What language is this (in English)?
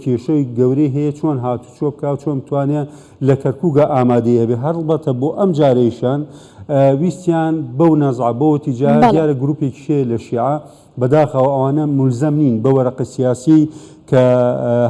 Central Kurdish